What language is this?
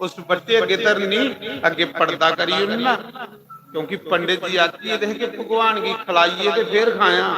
Dogri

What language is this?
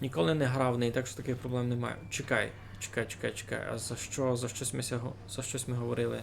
Rusyn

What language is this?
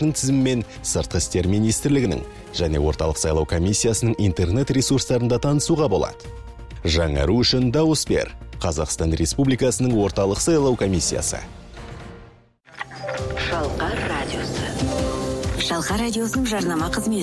Kazakh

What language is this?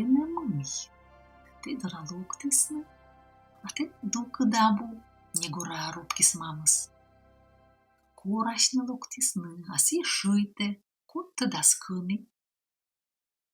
Komi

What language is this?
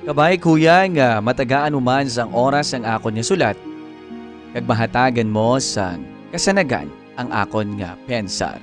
Hiligaynon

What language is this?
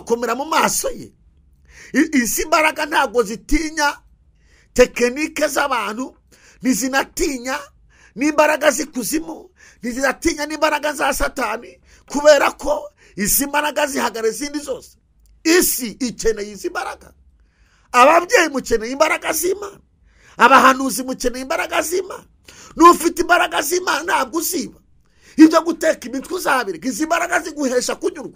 Kinyarwanda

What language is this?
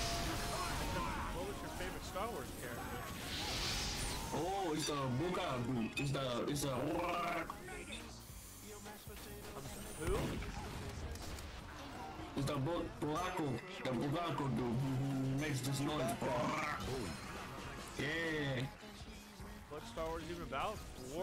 English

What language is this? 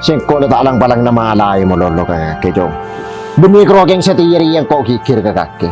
Madurese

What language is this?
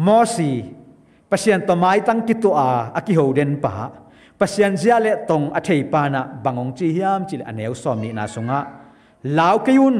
Tedim Chin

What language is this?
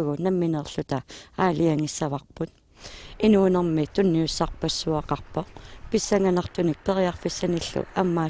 Kalaallisut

